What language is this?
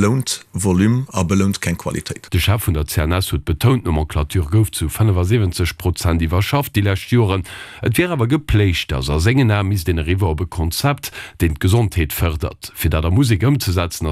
Luxembourgish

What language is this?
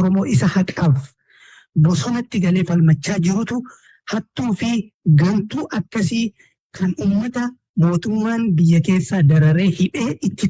Oromo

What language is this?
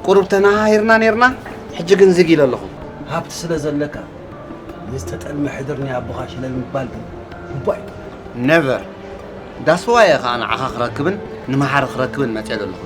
Tigrinya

